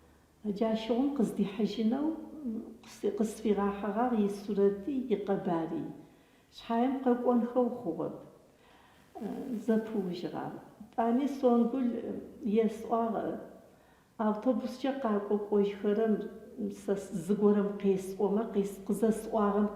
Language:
Adyghe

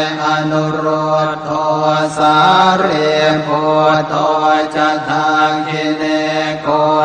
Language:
Pali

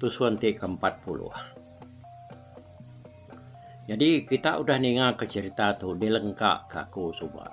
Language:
Iban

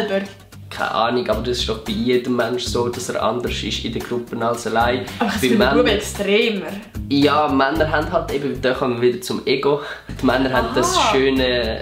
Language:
Swiss German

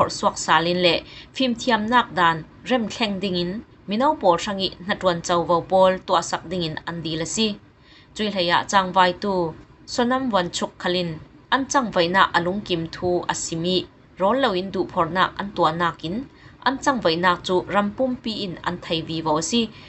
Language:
Falam Chin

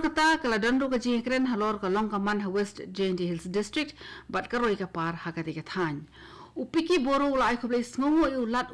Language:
Khasi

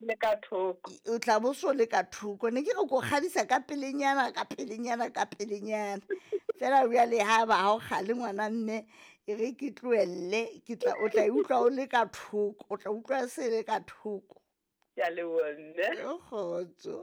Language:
Southern Sotho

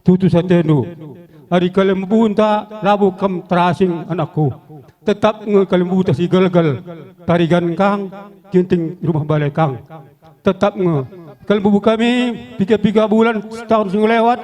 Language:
Batak Karo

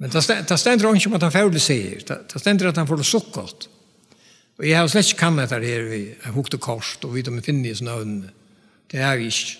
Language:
Faroese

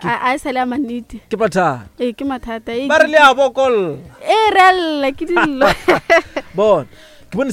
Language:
Northern Sotho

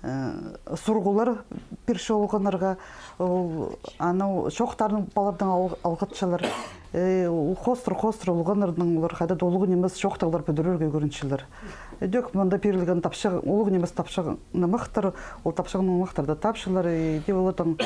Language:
Khakas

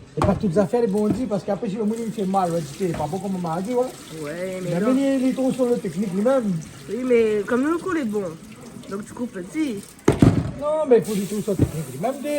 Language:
Réunion Creole French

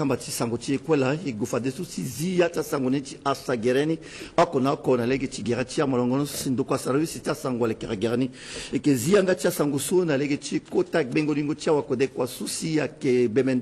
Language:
Sango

